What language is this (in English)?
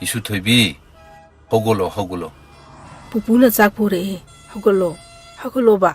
Manipuri